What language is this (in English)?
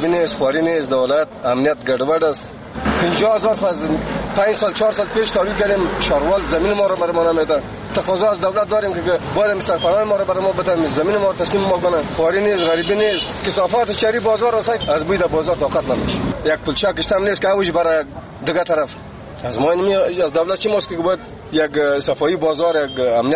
Persian